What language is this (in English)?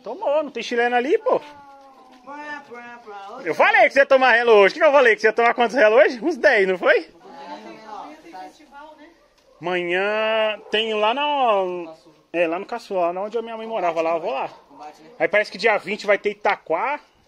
Portuguese